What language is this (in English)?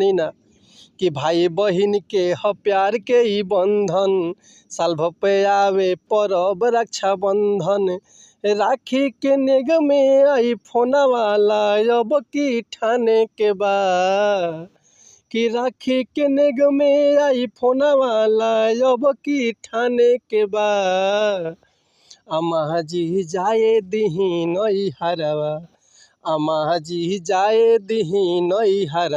Bhojpuri